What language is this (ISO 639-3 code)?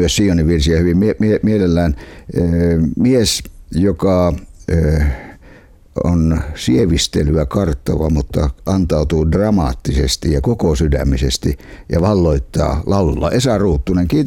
fin